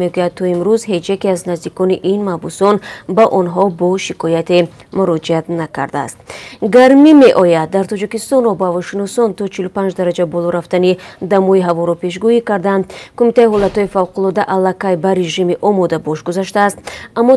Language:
Tajik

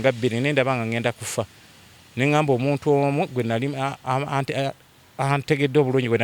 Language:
Ganda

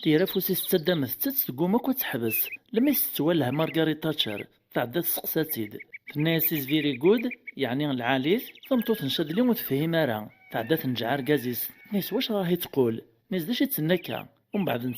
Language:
Kabyle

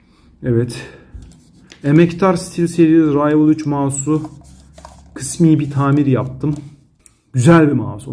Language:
Turkish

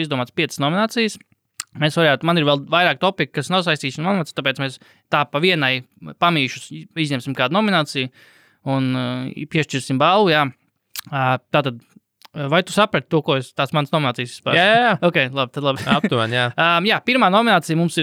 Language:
Latvian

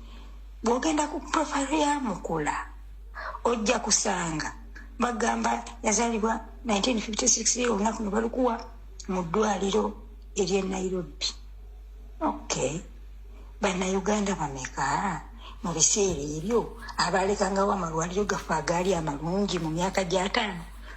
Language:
Ganda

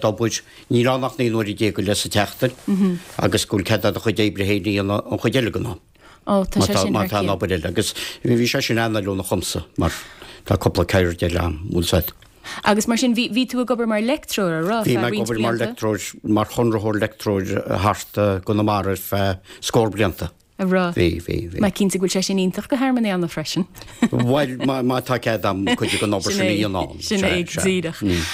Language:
Irish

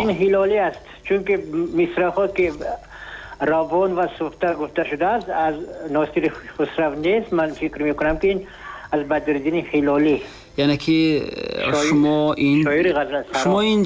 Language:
Tajik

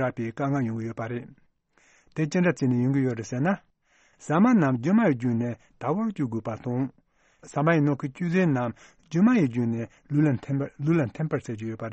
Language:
Tibetan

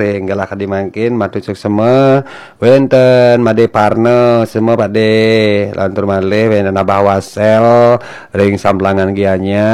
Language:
Balinese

